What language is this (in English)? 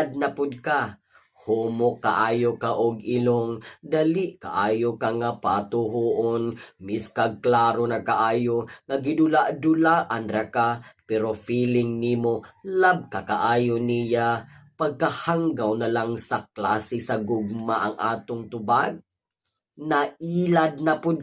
Cebuano